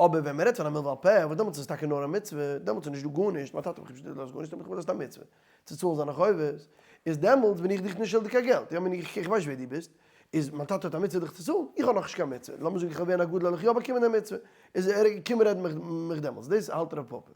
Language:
Yiddish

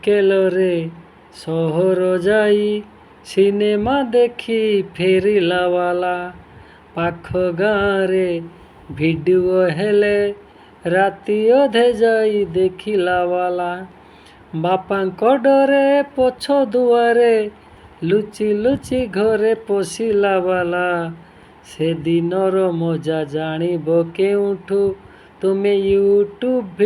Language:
Odia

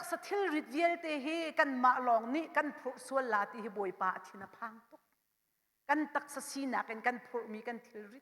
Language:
Hakha Chin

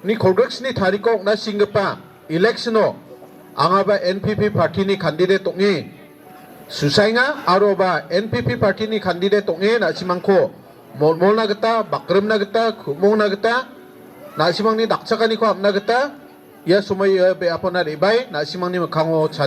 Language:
Garo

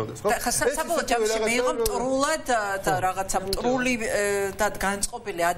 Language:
Georgian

